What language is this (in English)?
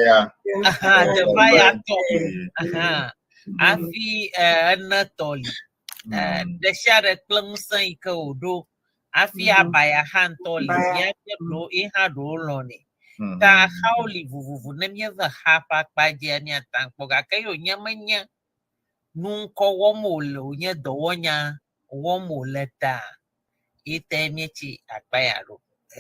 Ewe